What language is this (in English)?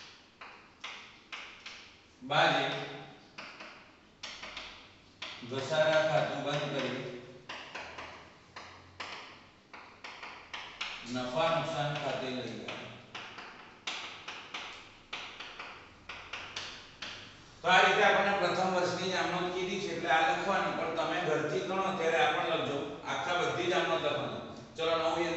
Gujarati